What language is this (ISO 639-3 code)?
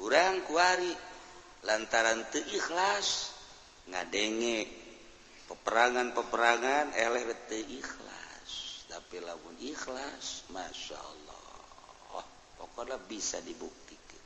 sun